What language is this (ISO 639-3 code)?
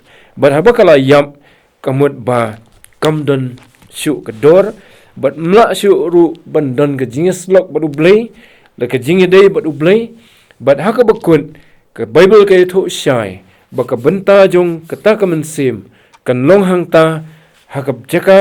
kha